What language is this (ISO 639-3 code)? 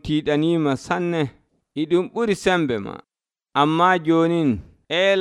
fuv